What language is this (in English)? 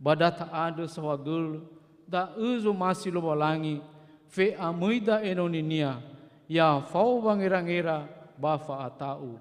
Nias